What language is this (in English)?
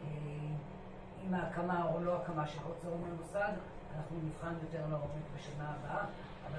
Hebrew